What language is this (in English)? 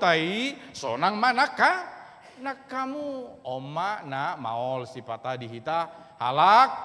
Batak Toba